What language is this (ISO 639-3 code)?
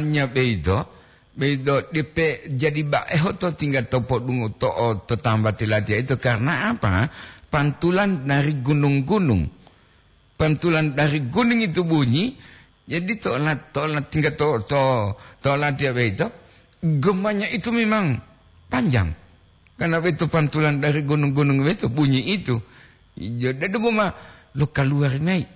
gor